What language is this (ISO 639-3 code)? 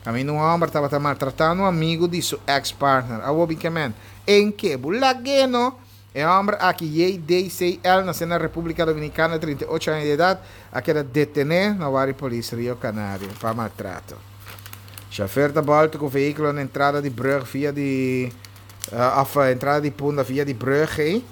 pap